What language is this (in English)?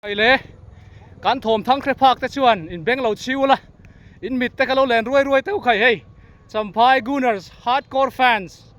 Mizo